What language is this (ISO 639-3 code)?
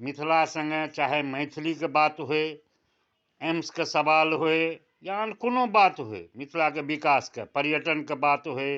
mai